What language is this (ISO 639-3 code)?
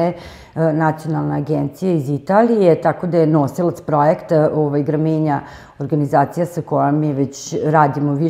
srp